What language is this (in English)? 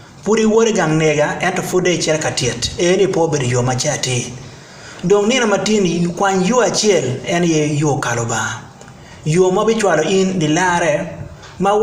Acoli